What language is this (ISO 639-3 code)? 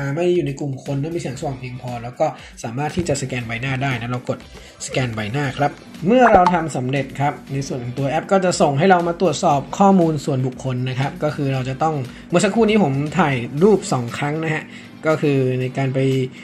tha